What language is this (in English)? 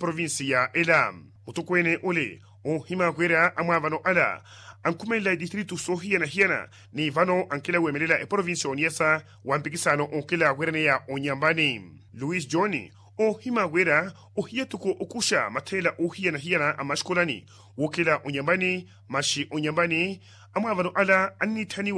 Makhuwa